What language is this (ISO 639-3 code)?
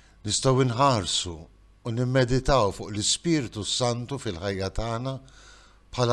mlt